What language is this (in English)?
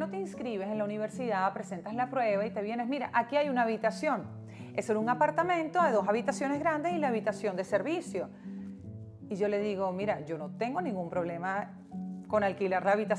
Spanish